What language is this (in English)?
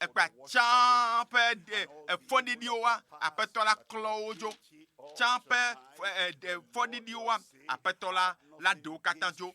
Ewe